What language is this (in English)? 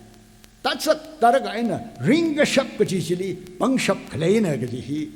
Tangkhul Naga (India)